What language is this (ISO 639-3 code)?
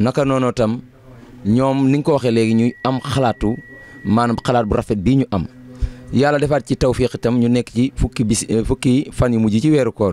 wol